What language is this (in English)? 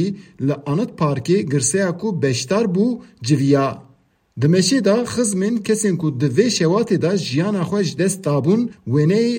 Kurdish